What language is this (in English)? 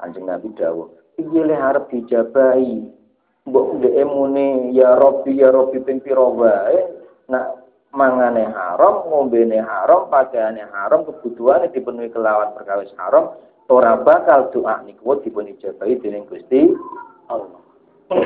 Javanese